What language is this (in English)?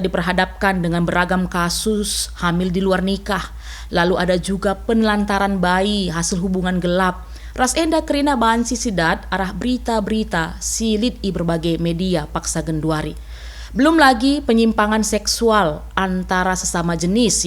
Batak Karo